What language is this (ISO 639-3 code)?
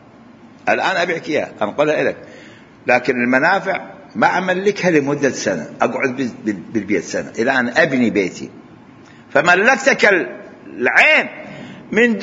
acm